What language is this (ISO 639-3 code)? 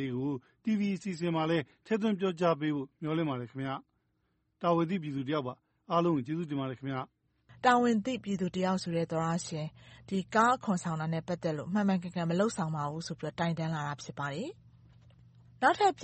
mya